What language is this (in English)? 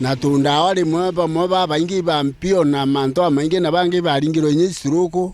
Meru